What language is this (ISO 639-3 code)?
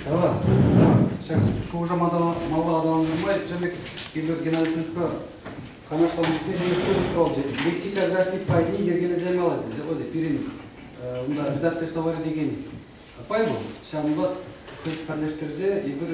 chv